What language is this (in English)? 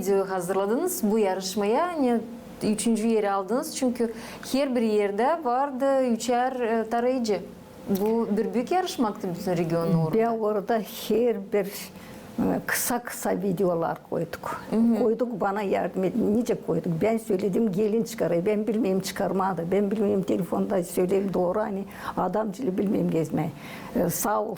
Gagauz